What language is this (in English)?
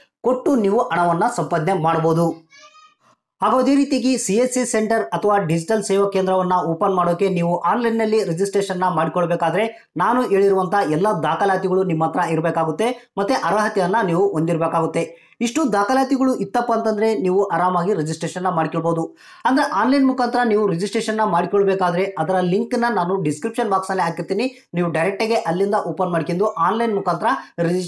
Kannada